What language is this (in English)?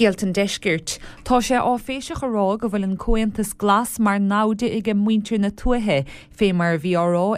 Irish